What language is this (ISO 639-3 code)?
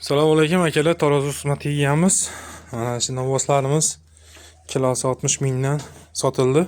uzb